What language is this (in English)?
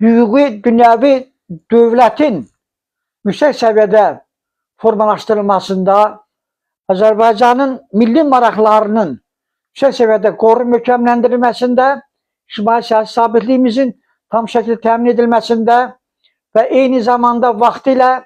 Azerbaijani